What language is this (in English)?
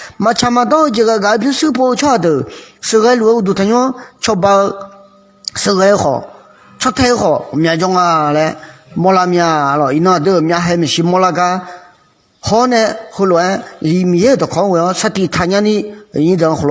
Akha